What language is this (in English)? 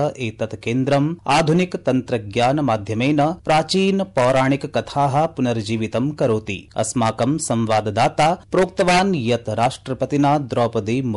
Sanskrit